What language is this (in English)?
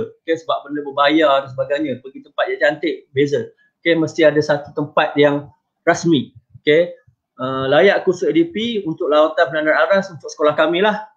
Malay